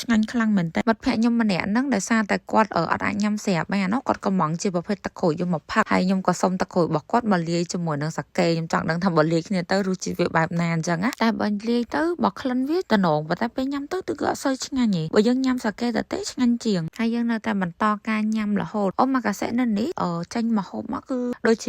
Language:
Khmer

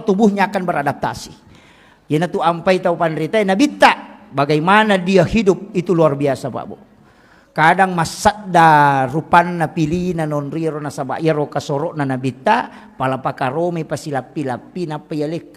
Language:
Buginese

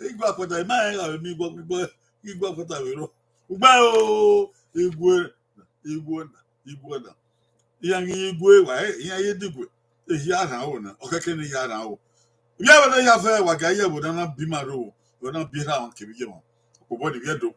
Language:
Bini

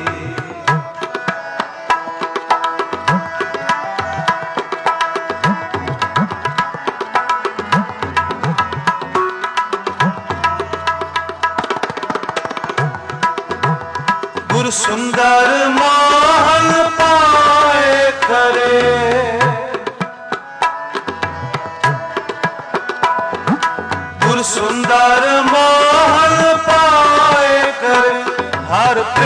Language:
Punjabi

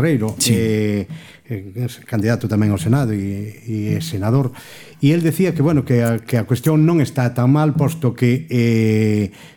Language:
Galician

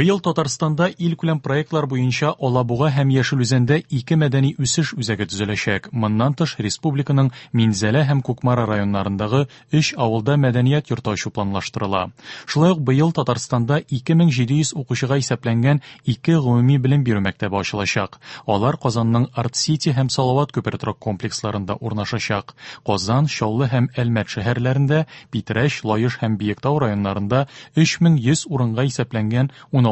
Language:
Tatar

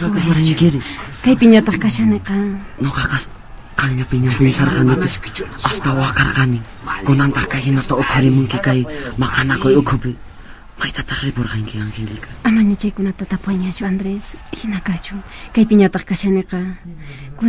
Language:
Quechua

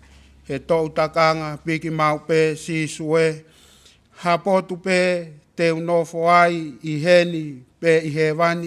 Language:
Tongan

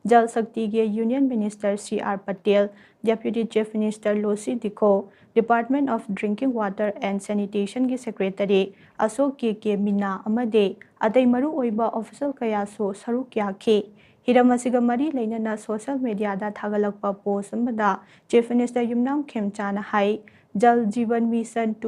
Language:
Manipuri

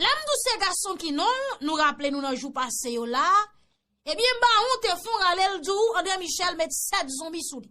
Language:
Haitian Creole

